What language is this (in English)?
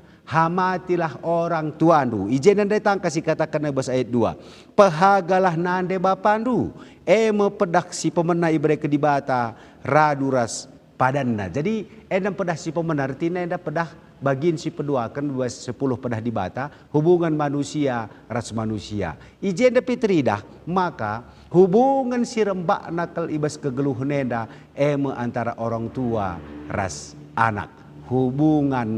Batak Karo